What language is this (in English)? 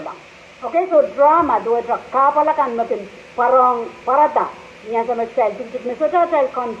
Pohnpeian